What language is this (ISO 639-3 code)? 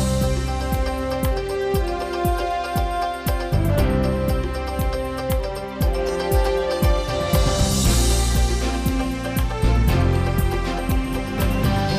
udm